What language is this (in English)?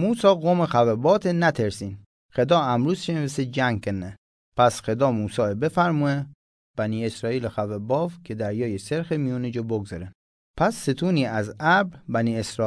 Mazanderani